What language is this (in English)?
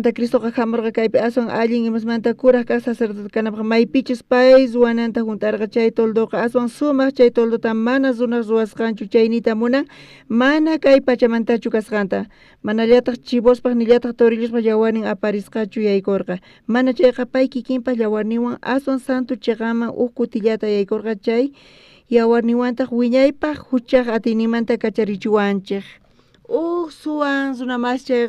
South Bolivian Quechua